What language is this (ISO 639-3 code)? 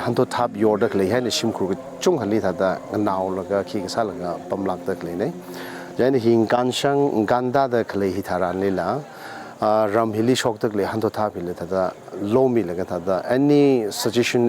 nmf